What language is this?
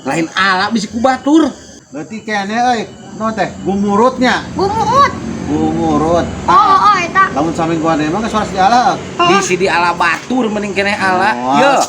Sundanese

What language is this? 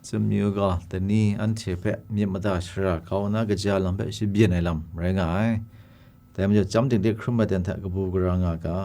Kachin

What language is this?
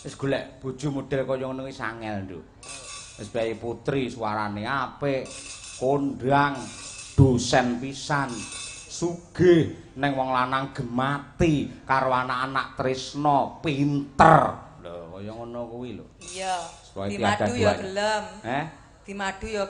Javanese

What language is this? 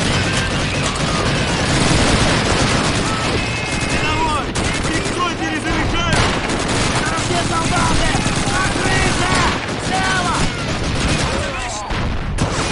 Russian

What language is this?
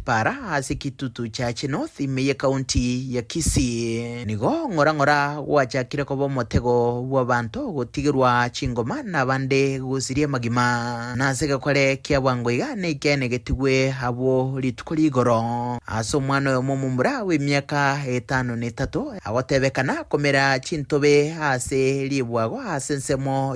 Gusii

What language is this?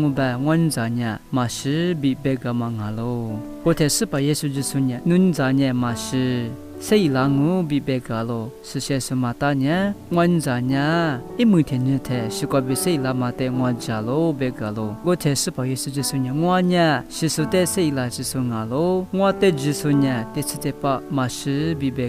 Lisu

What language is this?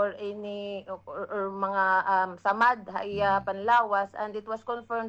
Waray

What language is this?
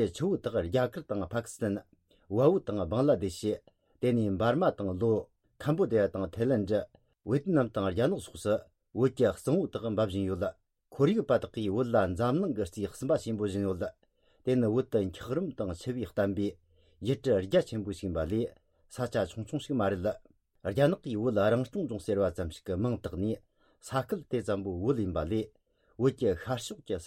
Tibetan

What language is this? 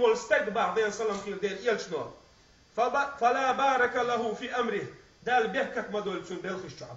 Chechen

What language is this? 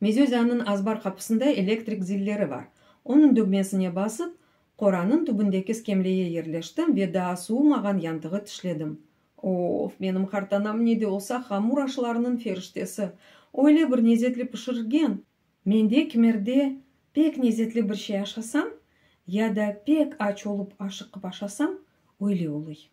Crimean Tatar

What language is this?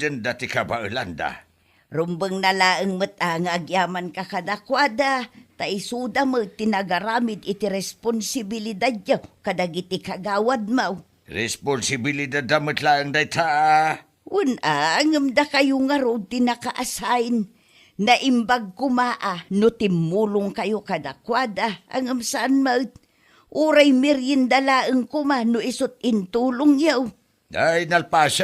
Iloko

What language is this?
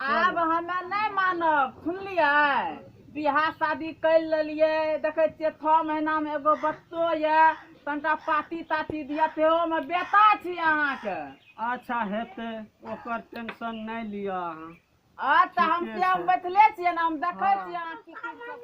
Maithili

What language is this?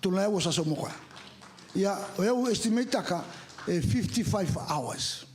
Fijian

